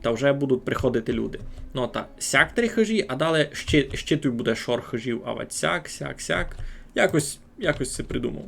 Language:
Rusyn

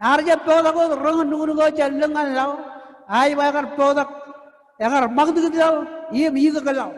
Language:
Marshallese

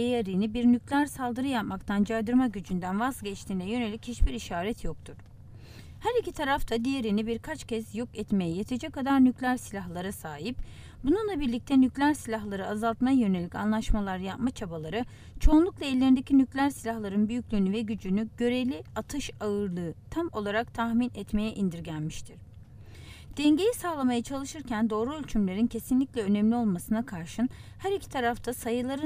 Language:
Turkish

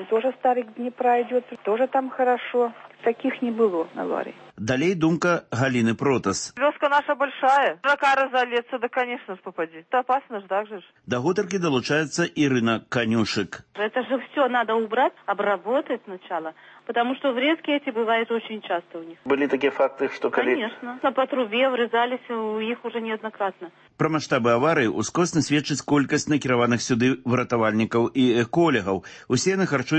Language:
Belarusian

